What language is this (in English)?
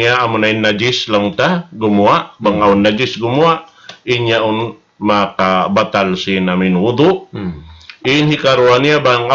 Tausug